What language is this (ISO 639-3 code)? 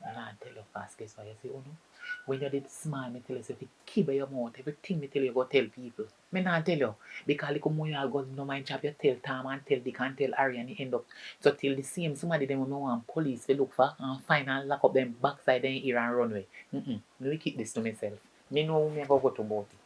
jam